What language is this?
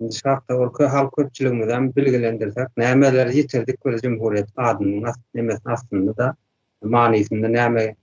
Turkmen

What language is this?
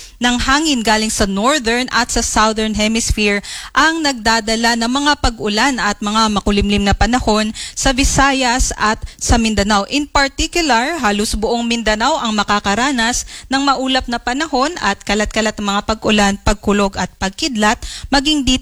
Filipino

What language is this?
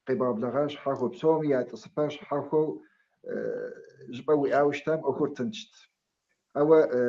Kabardian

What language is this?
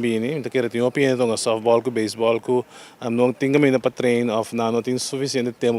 Papiamento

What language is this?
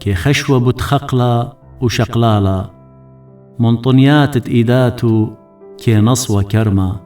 Assyrian Neo-Aramaic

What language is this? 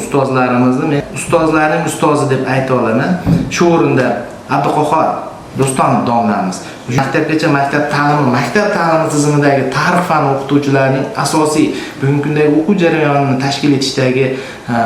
Uzbek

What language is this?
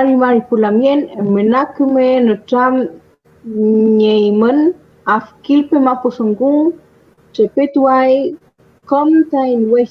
Mapuche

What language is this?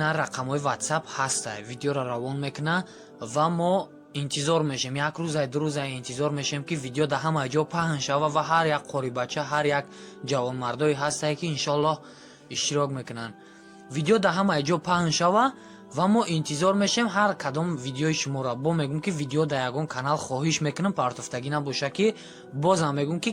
Tajik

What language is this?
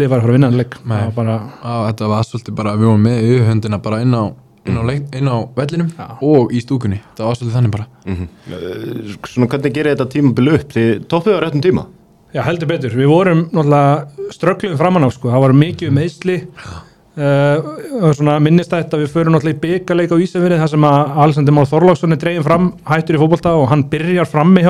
Icelandic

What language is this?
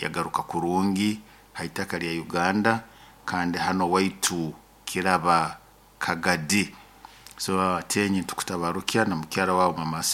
Nyoro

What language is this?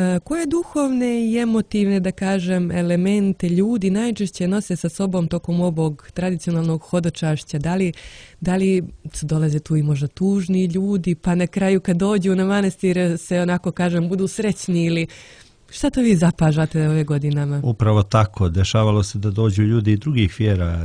Serbian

